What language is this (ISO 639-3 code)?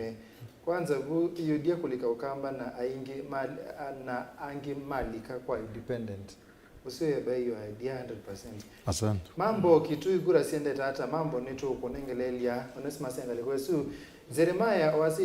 kam